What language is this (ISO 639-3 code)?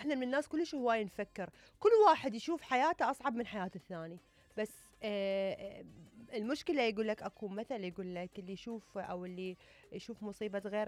acm